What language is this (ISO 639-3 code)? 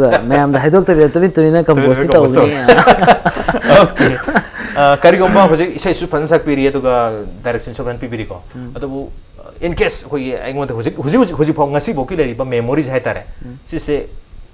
mni